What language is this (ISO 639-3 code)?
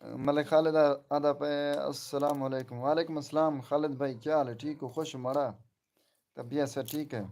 skr